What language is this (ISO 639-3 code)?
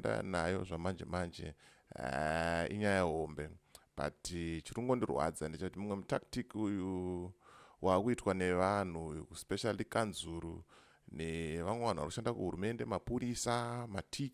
sna